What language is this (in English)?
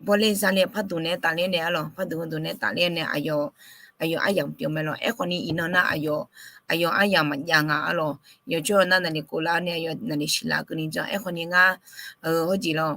Akha